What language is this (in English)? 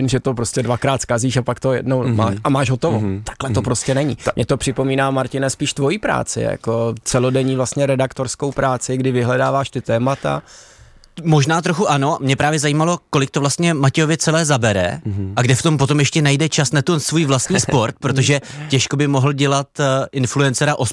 Czech